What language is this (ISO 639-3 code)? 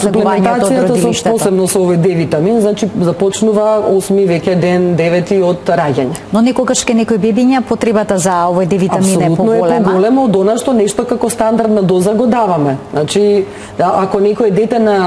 mkd